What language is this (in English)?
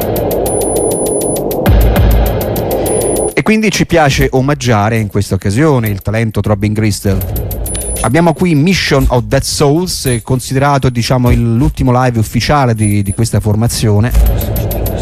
Italian